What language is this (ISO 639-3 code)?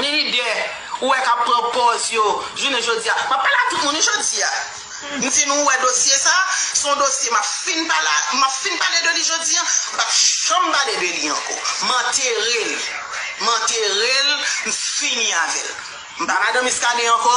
hat